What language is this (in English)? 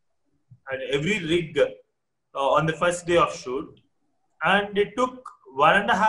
English